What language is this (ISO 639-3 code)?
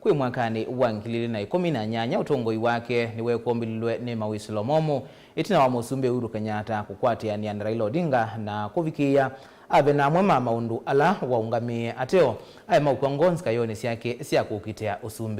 kam